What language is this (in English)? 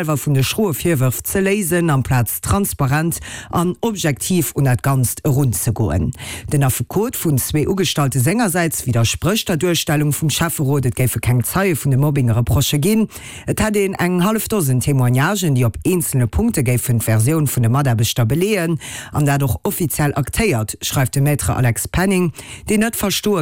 Luxembourgish